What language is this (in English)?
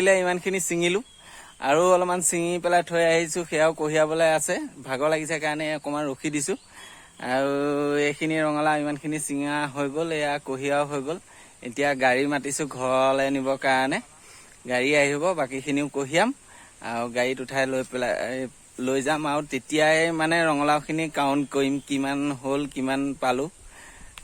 Assamese